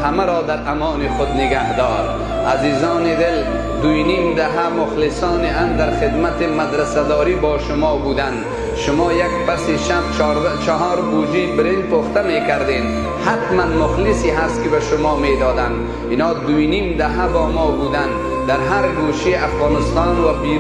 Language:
Persian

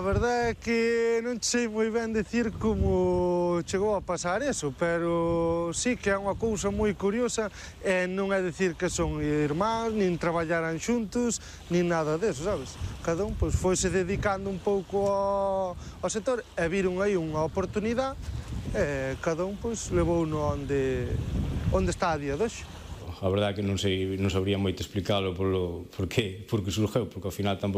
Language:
Galician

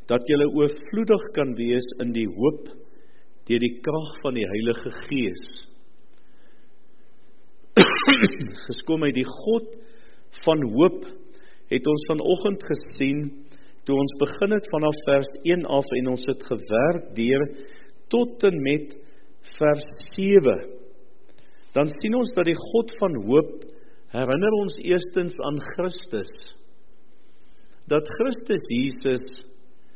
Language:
Afrikaans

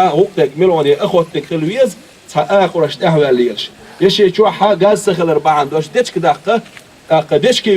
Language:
Chechen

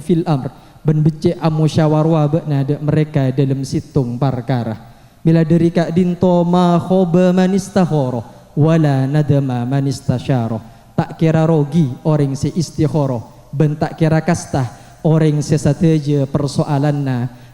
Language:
Madurese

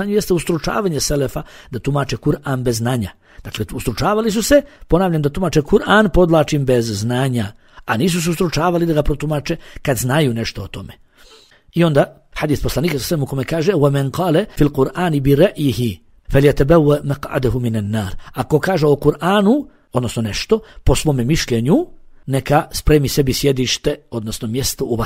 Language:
Bosnian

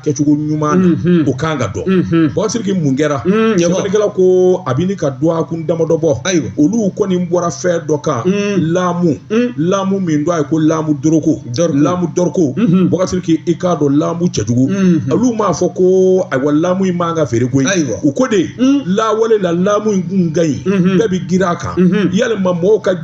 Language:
Bambara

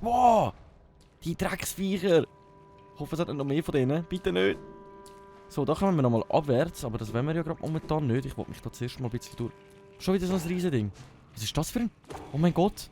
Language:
Swiss German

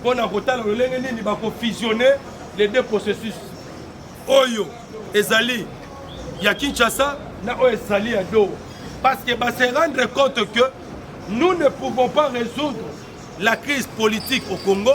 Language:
Lingala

